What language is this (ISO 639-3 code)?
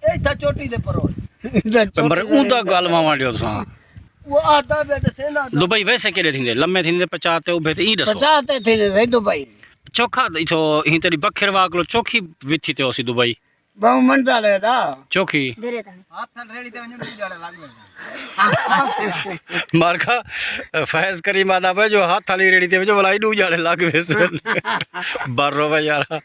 skr